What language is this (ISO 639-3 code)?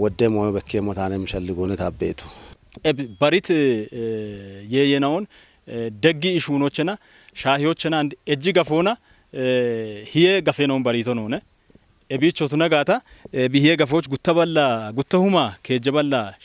kbr